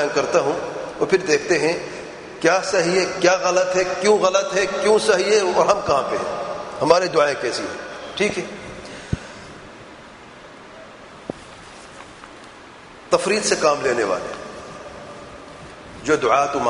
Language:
Urdu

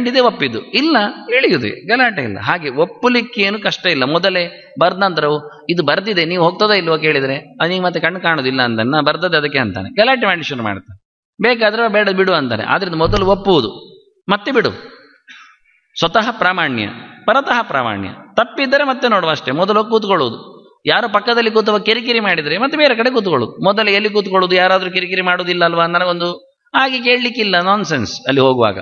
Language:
Kannada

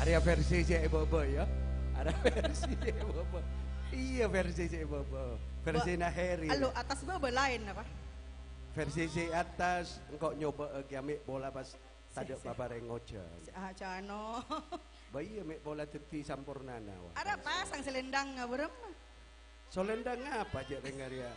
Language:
Madurese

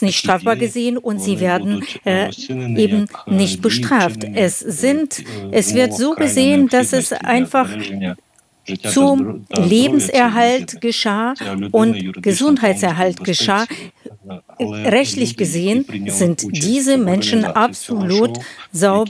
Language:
German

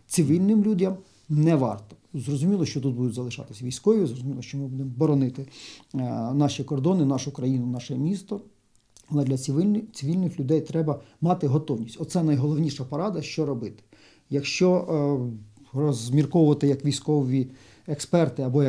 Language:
Ukrainian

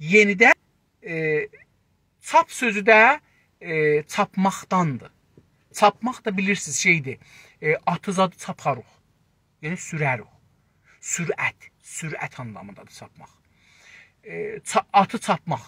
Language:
South Azerbaijani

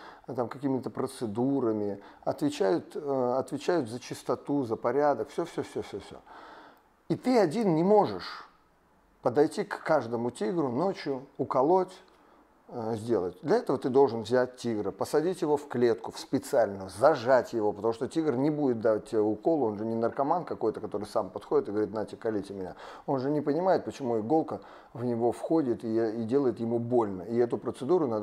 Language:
Russian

